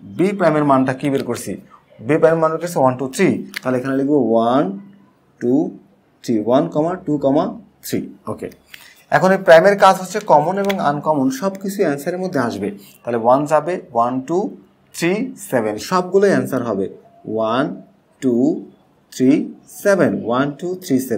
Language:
Bangla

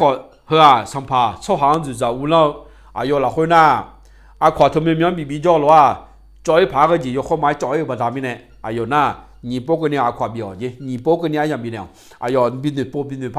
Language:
Akha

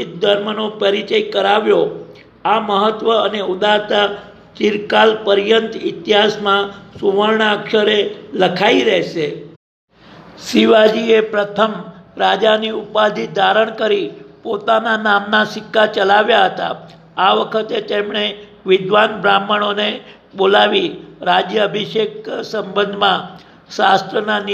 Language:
Gujarati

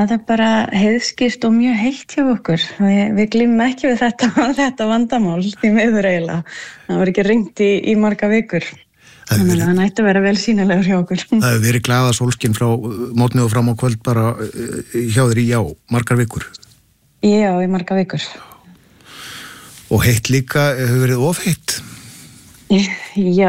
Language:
Icelandic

